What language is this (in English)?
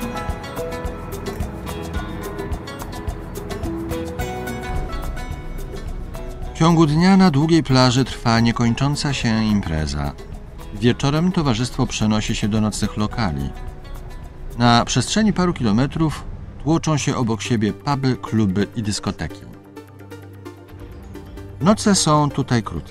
Polish